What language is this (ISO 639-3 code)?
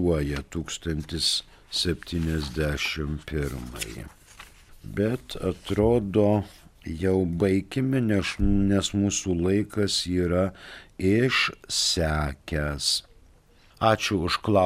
lit